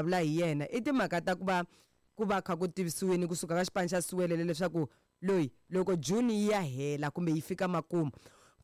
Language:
Tsonga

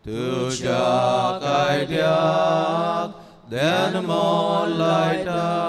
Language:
Konkani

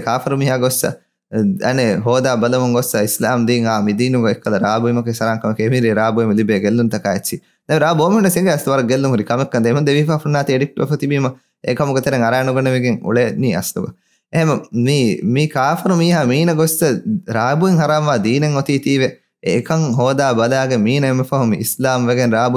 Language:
Divehi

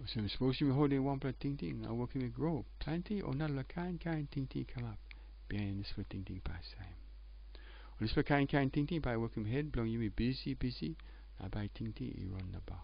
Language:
Tok Pisin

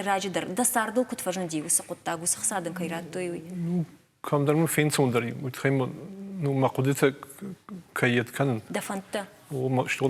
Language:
Ossetic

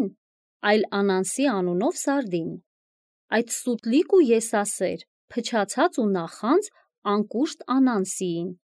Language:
Armenian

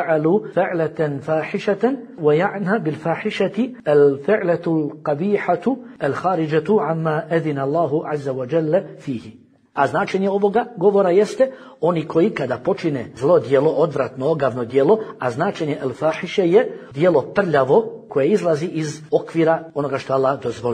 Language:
Bosnian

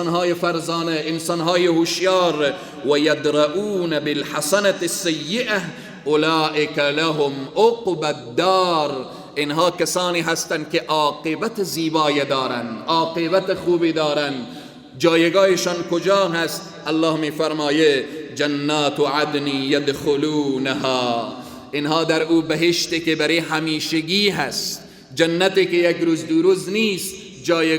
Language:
Persian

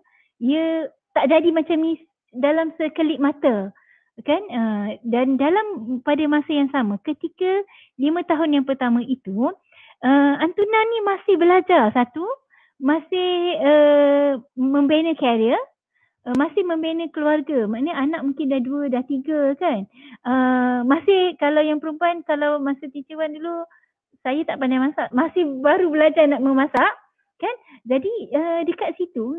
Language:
Malay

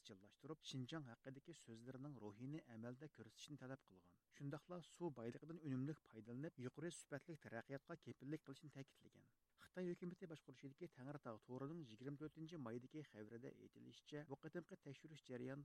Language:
Uyghur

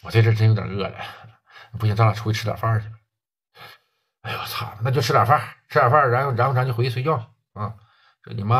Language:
Chinese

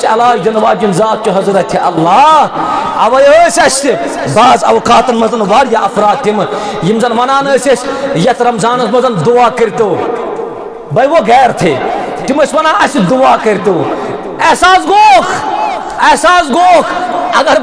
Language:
Kashmiri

